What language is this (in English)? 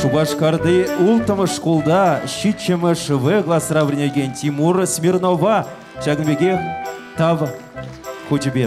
Chuvash